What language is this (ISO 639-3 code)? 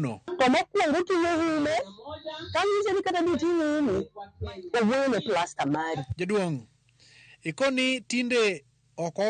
luo